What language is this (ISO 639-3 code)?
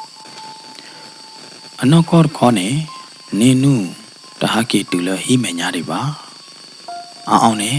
ksw